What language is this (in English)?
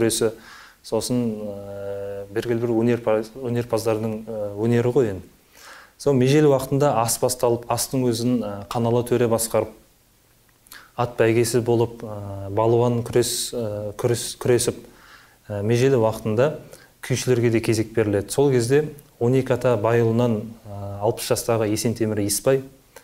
Kazakh